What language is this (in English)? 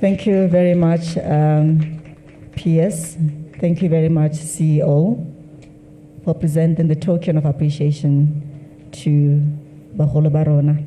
Tswana